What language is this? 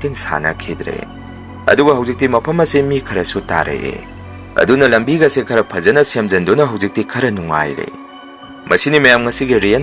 Manipuri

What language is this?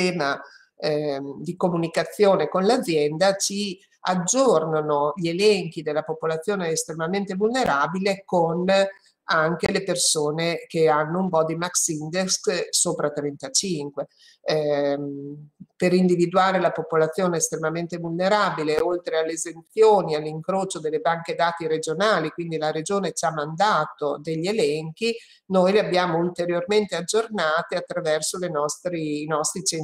Italian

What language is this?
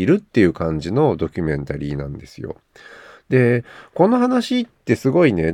Japanese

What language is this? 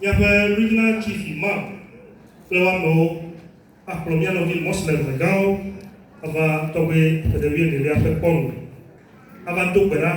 Ewe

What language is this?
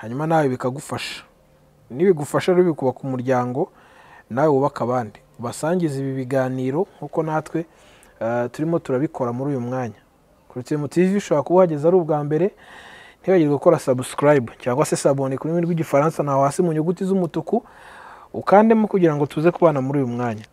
Kinyarwanda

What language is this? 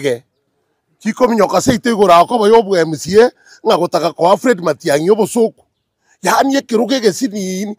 Gusii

